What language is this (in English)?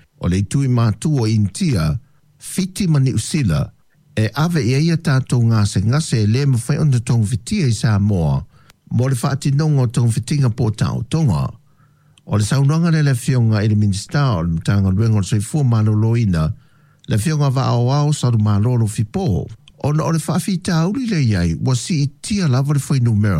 Samoan